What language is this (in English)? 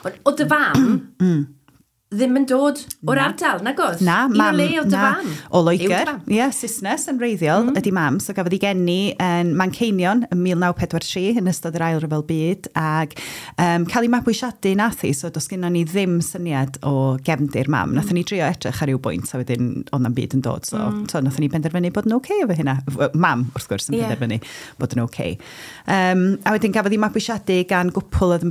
Welsh